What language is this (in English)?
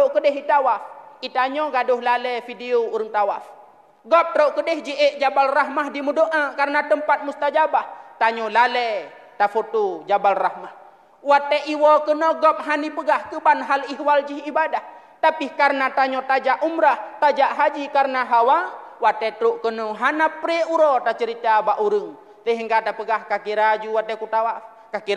Achinese